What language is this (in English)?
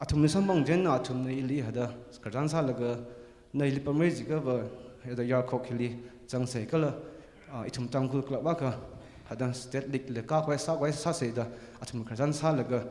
Tangkhul Naga (India)